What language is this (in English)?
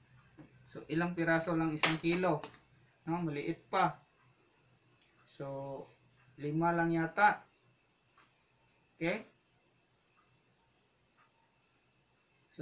Filipino